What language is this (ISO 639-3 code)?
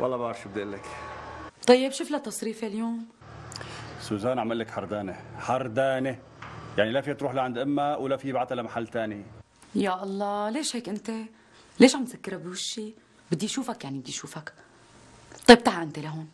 apc